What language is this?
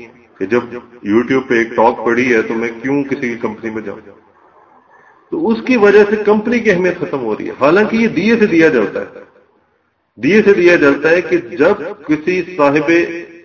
Urdu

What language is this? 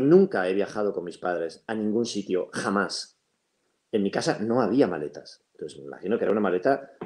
Spanish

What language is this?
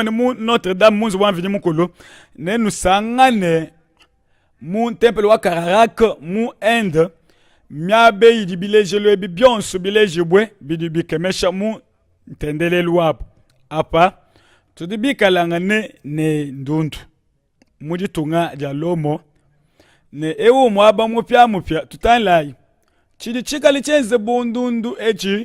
Luba-Lulua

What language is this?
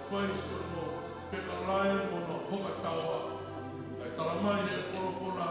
Tongan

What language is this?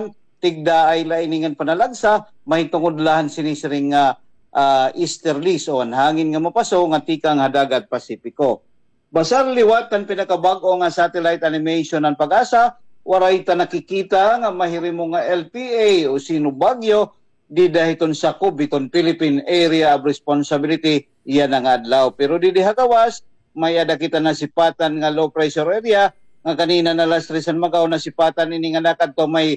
Waray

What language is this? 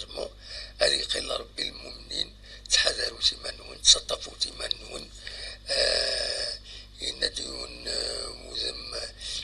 Kabyle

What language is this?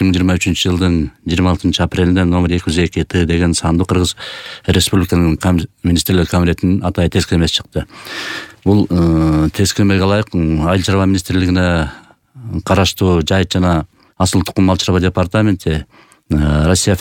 Kyrgyz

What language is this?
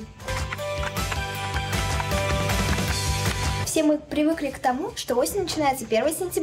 Russian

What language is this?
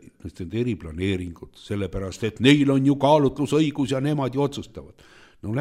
Estonian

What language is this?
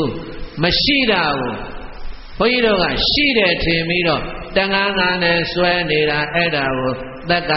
Burmese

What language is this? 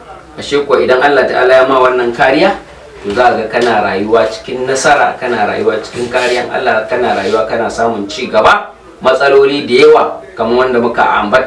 Hausa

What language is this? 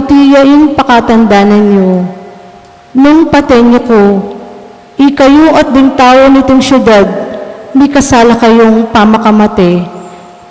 Pampanga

